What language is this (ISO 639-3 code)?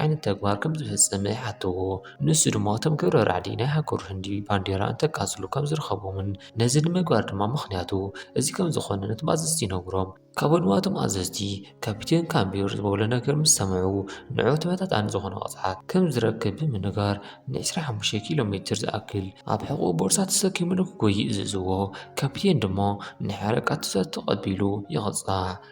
tir